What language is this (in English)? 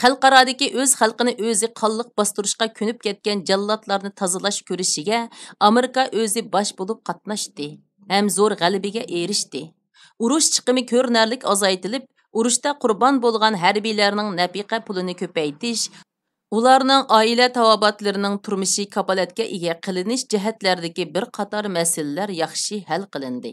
Uyghur